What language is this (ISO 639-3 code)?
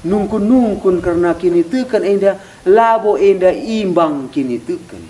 btx